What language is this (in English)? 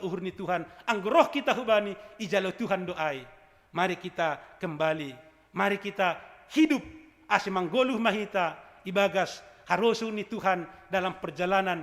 Batak Simalungun